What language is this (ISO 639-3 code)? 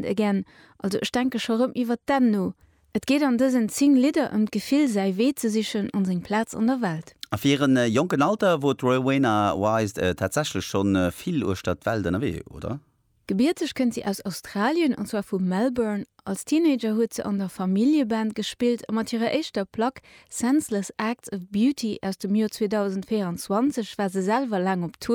ltz